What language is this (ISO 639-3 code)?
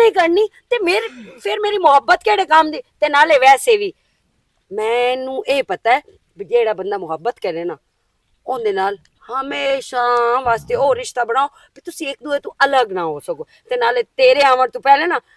lah